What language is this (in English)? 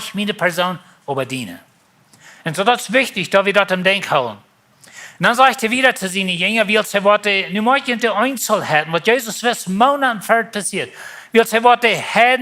Plautdietsch